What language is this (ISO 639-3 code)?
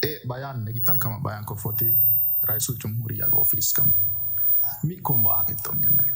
div